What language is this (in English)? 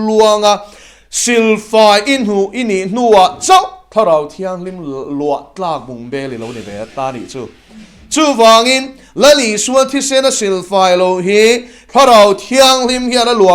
Mizo